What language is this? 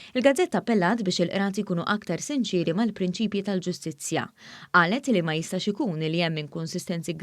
Maltese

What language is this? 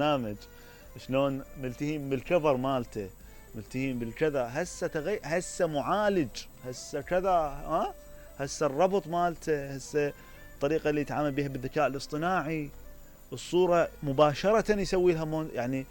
Mesopotamian Arabic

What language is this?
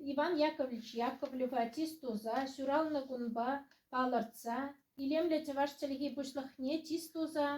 Chuvash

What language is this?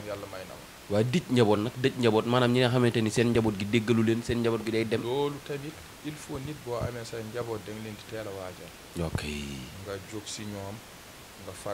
Wolof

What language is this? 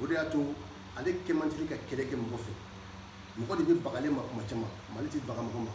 Bambara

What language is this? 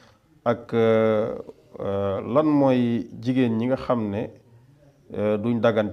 Wolof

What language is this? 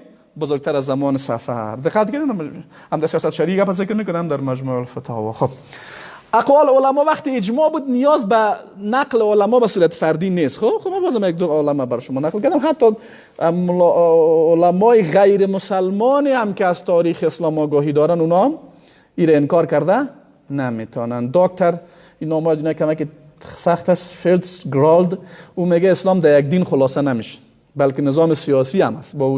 Persian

